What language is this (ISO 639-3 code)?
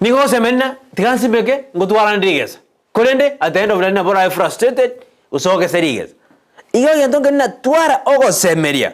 guz